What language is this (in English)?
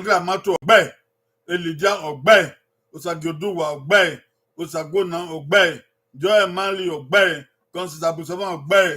Bini